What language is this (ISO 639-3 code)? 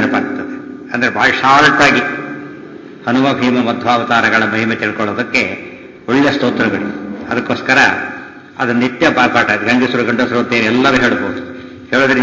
kan